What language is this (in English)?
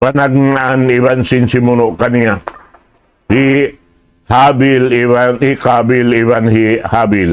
Tausug